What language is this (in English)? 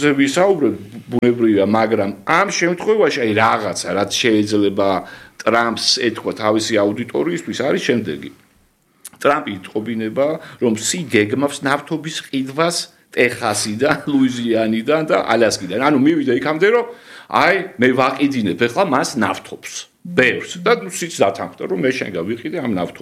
Georgian